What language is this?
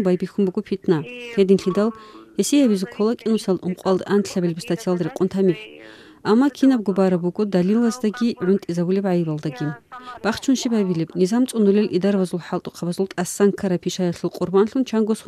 Avaric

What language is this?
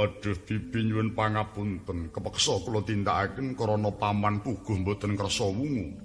Javanese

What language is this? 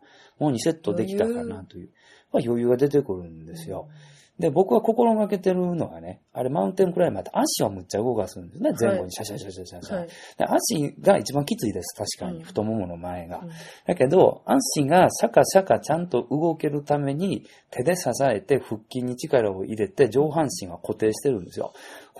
Japanese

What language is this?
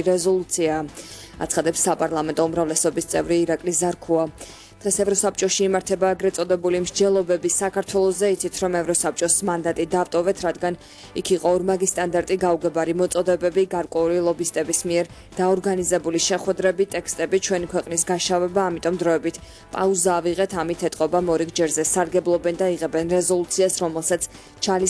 Georgian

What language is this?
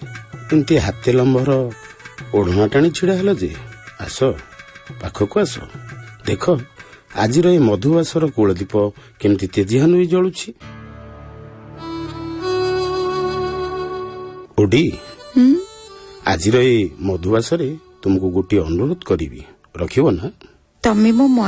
Odia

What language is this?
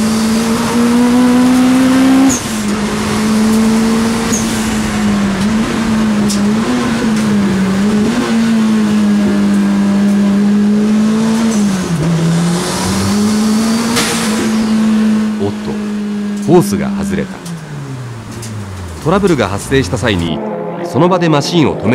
Japanese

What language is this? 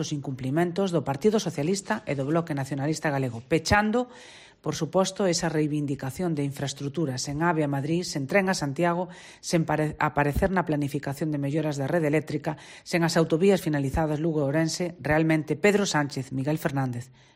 Galician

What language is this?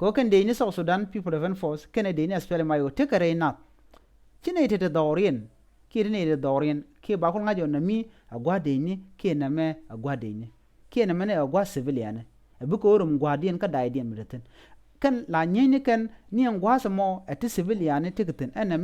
Nuer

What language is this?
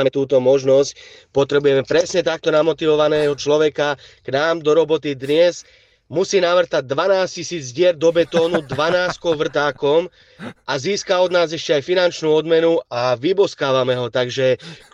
Slovak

